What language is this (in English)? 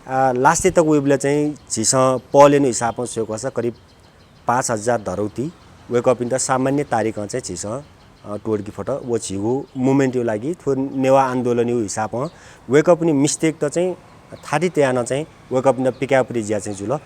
Newari